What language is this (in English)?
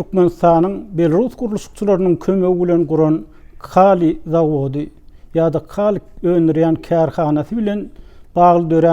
Turkmen